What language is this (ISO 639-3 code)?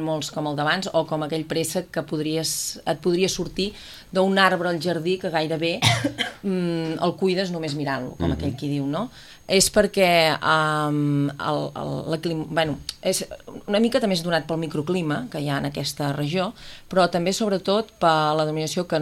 cat